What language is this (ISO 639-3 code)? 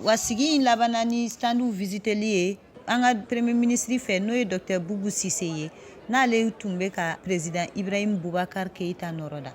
bam